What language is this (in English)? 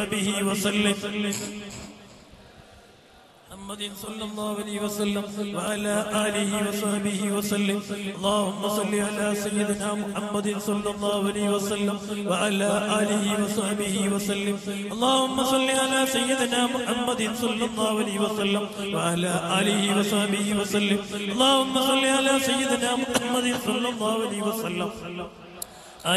Malayalam